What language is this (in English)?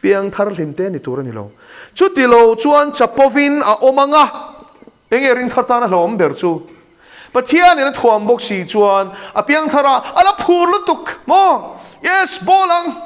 Mizo